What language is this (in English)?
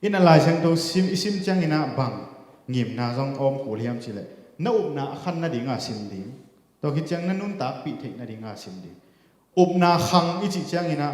Tedim Chin